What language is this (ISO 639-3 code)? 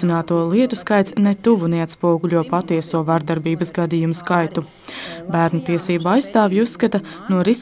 lav